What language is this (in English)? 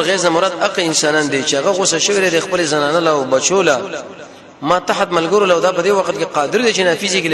Pashto